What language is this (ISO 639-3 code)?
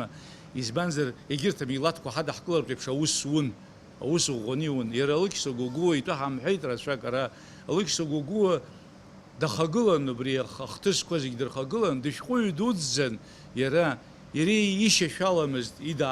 abk